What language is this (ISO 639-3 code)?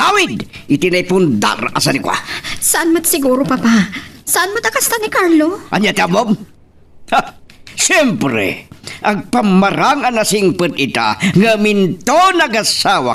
ilo